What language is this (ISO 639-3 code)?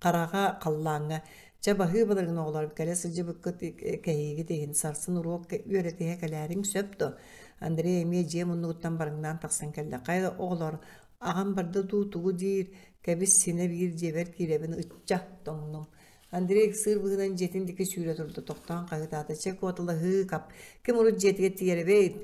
sah